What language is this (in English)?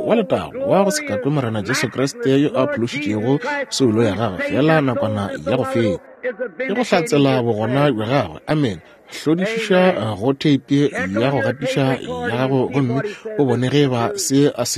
Northern Sotho